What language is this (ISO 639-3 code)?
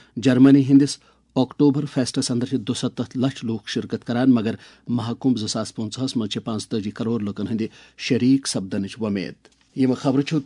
kas